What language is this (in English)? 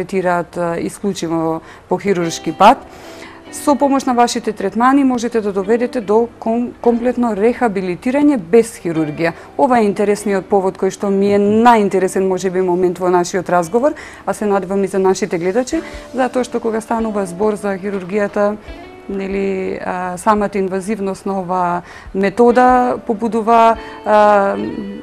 Macedonian